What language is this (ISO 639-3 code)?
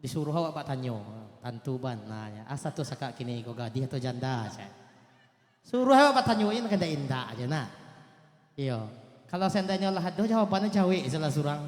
min